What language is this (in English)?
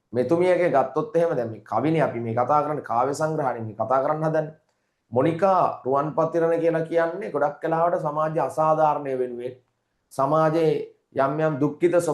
Sinhala